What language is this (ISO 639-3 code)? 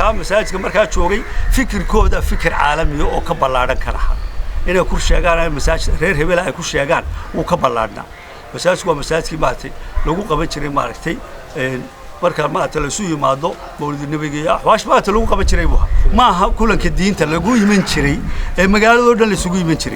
som